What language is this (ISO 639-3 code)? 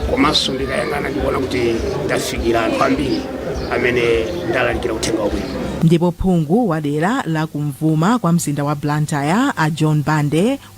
nya